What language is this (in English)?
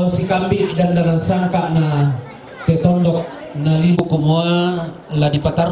Toraja-Sa'dan